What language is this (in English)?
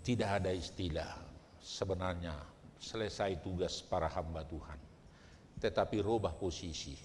Batak Toba